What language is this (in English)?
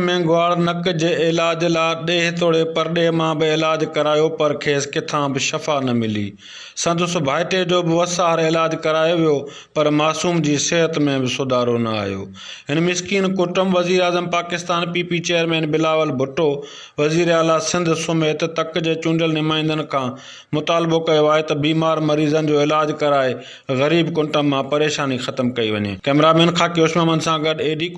Sindhi